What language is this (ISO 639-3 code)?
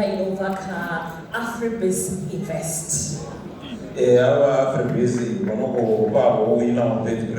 ven